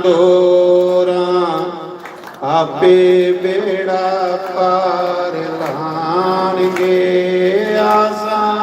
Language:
Dogri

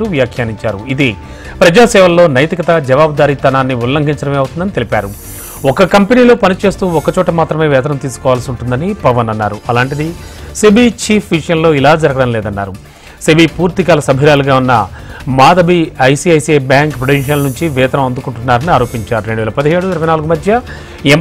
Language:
Telugu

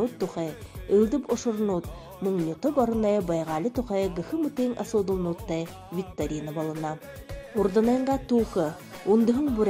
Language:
Buriat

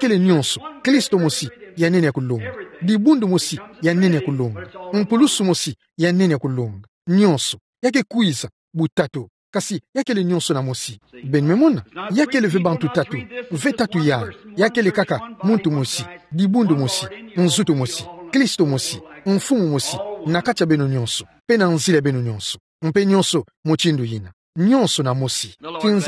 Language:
Kituba (Democratic Republic of Congo)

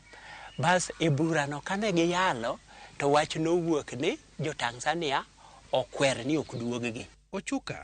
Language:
Luo (Kenya and Tanzania)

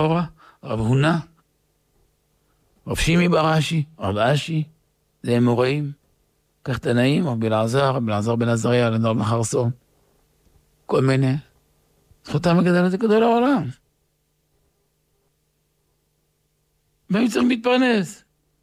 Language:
Hebrew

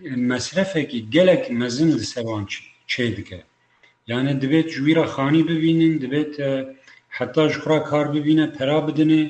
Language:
Kurdish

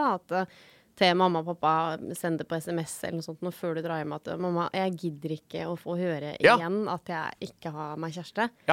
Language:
Norwegian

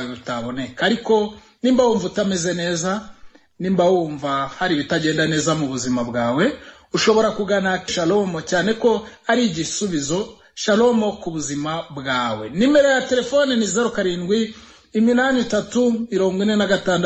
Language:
Kinyarwanda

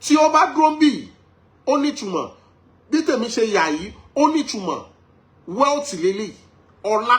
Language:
Yoruba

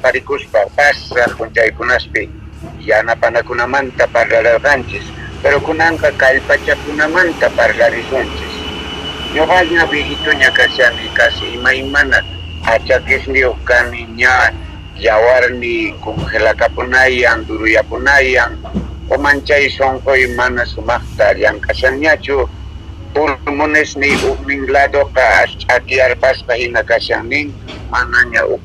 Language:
South Bolivian Quechua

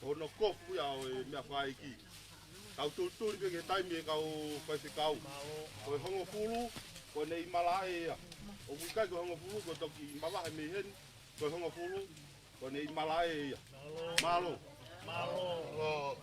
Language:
Tongan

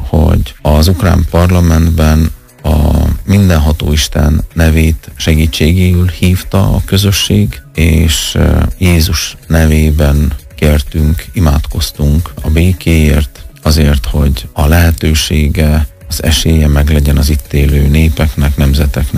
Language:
Hungarian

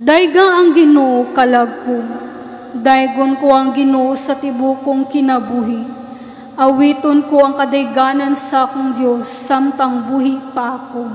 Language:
Cebuano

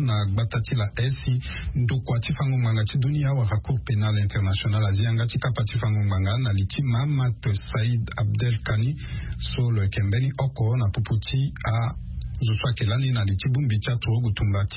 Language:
Sango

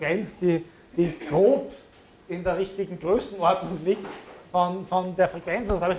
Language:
German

